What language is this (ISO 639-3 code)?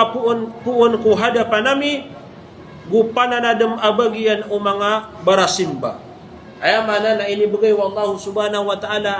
mrw